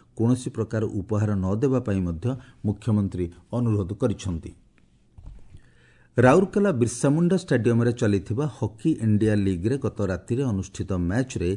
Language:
Odia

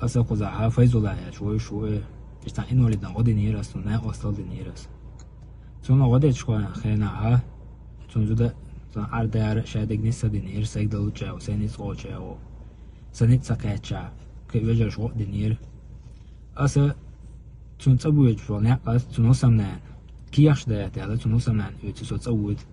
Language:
Chechen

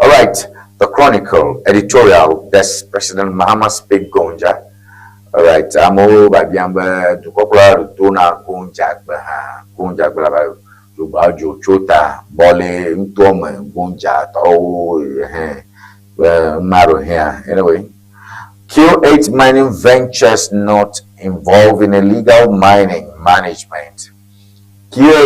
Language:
Ewe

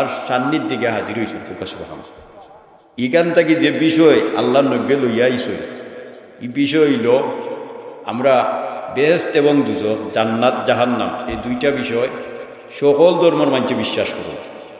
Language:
Sylheti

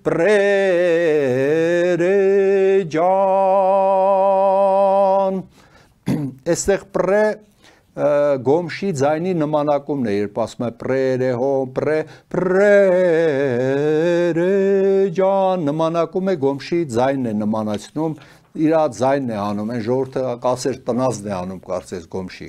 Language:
Armenian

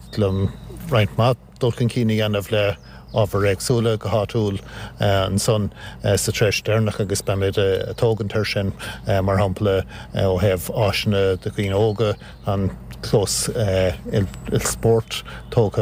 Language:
Irish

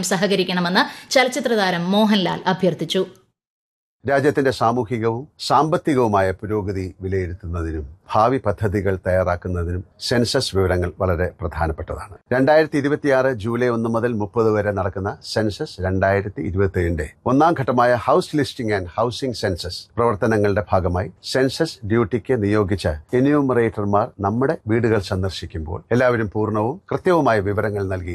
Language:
Malayalam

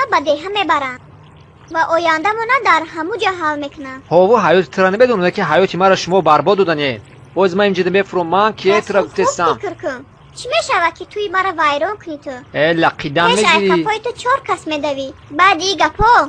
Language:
Tajik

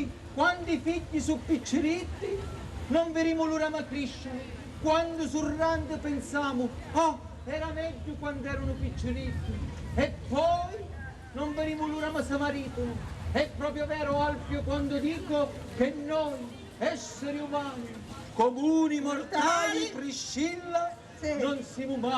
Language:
Sicilian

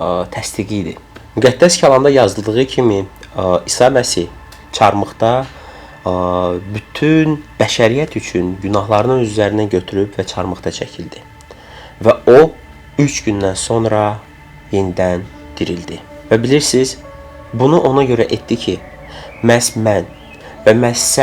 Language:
Azerbaijani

